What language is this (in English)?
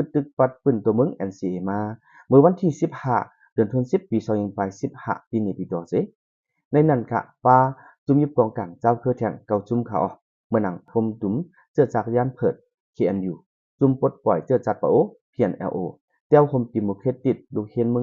Shan